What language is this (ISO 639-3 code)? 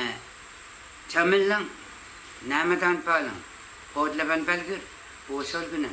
pon